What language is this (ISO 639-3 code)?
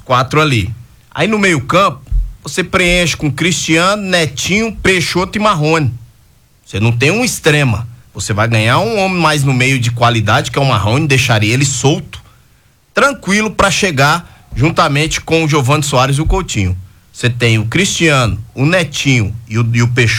por